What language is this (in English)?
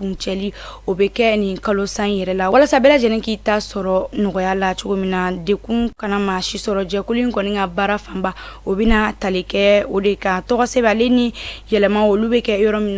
Bambara